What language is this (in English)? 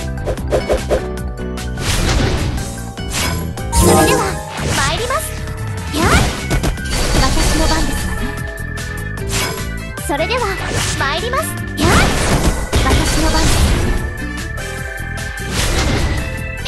Japanese